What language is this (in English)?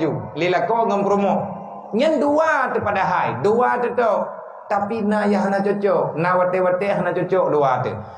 Achinese